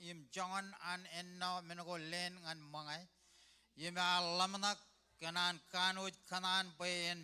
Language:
Marshallese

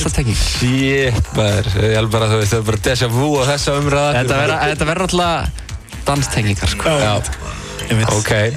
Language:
Icelandic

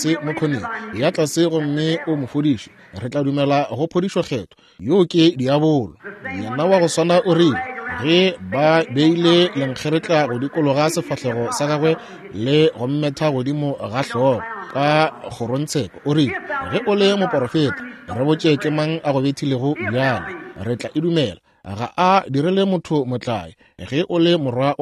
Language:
Northern Sotho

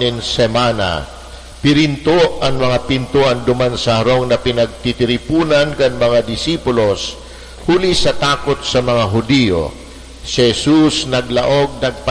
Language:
Bikol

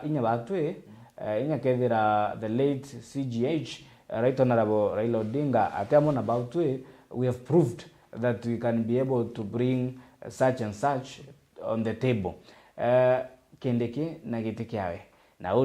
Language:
Meru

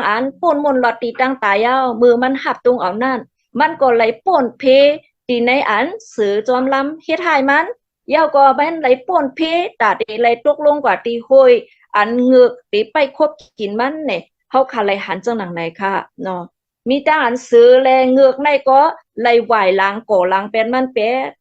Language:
Shan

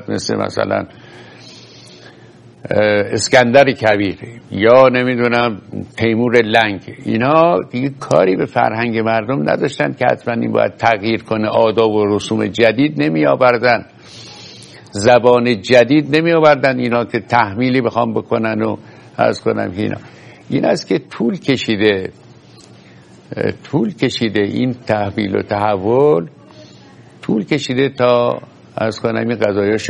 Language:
Persian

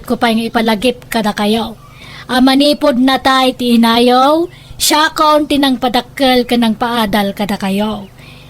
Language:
Iloko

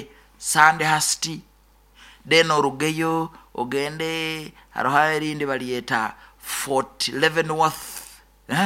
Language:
Nyoro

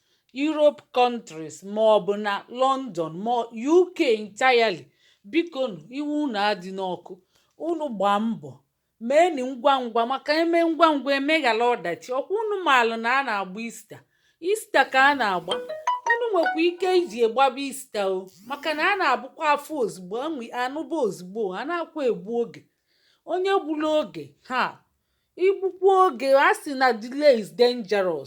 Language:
Igbo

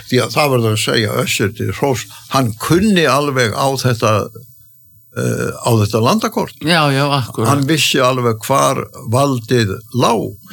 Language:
Icelandic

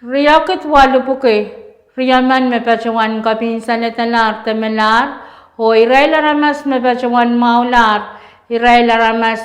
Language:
Pohnpeian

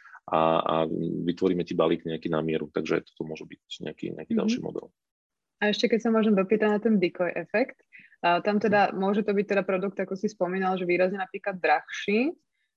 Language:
Slovak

